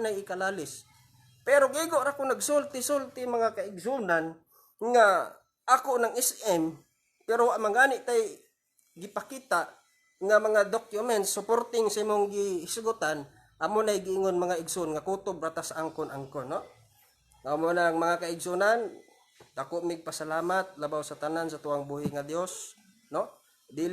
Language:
Cebuano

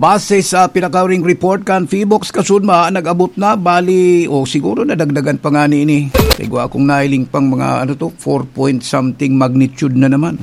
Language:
Bikol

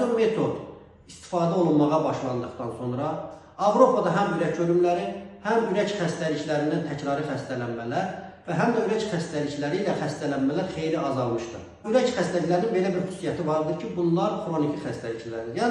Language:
Azerbaijani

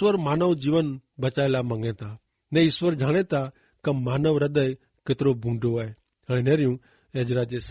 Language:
Kachhi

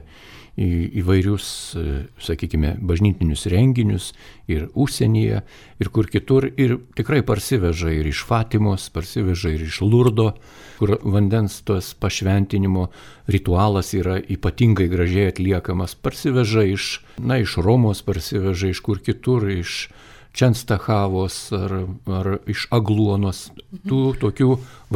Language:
Lithuanian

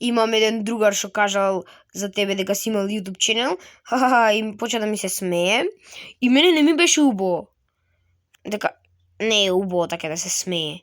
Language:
Macedonian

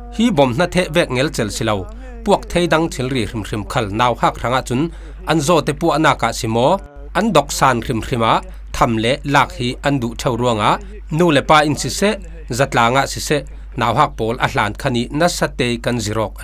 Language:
Falam Chin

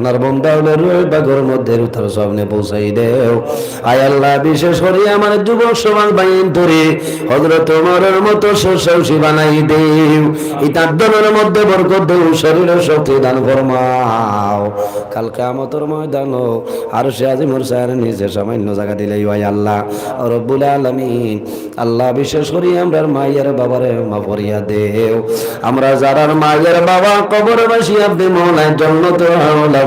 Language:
Sylheti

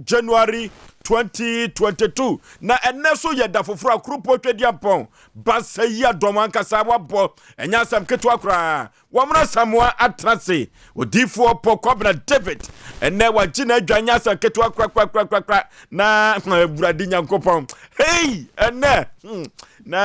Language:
Akan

